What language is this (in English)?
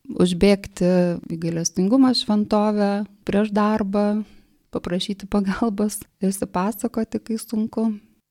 Lithuanian